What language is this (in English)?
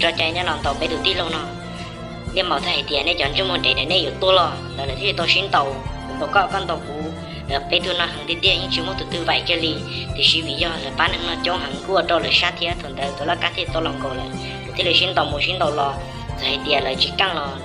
Hmong